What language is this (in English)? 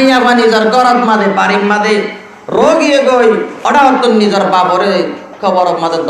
Rohingya